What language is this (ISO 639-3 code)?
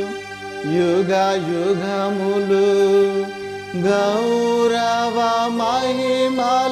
tel